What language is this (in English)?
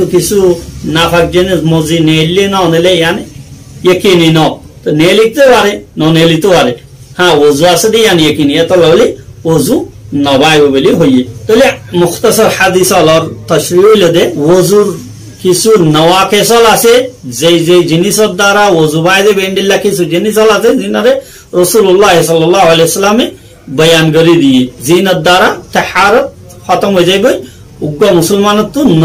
Rohingya